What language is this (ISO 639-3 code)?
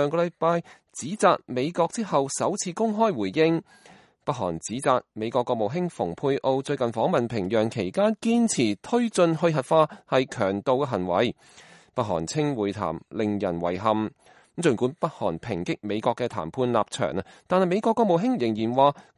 yue